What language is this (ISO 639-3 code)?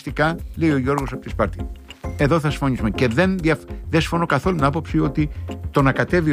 ell